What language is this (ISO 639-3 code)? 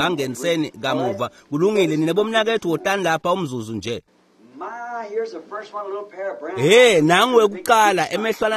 ssw